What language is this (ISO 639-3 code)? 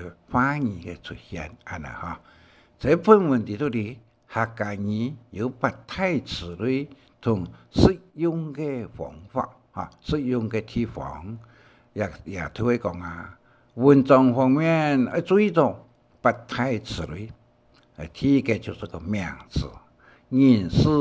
hak